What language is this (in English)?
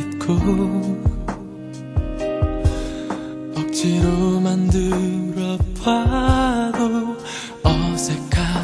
Korean